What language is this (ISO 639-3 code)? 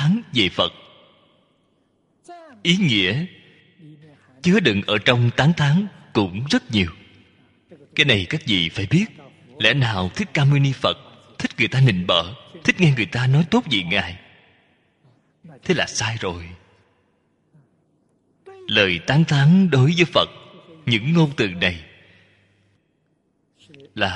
vie